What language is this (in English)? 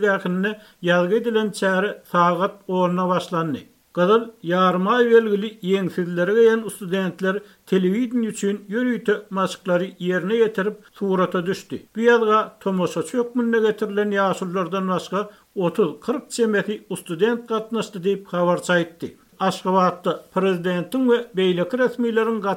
Turkmen